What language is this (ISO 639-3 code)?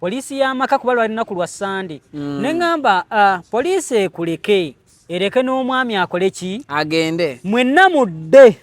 lug